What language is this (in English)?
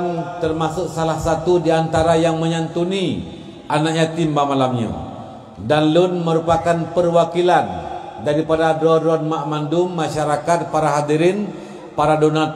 Achinese